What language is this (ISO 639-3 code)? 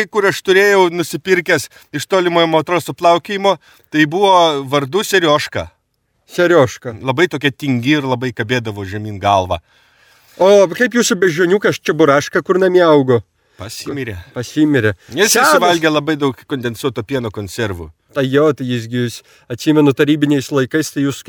lit